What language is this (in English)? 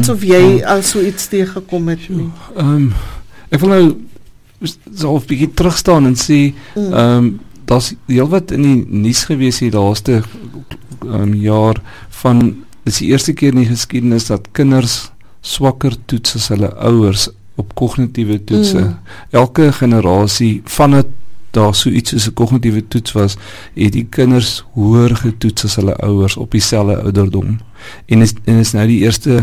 Afrikaans